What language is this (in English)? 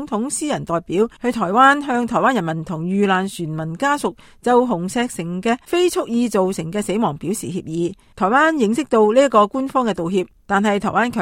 Cantonese